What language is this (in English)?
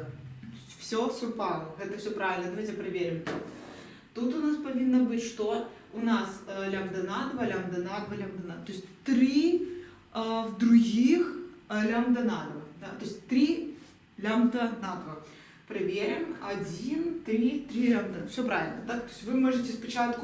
Belarusian